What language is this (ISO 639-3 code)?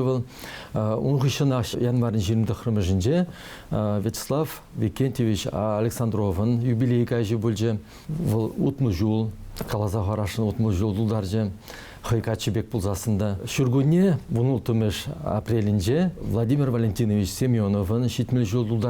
chv